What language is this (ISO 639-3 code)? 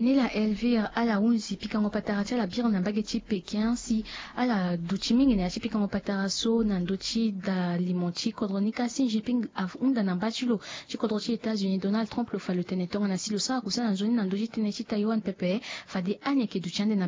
sag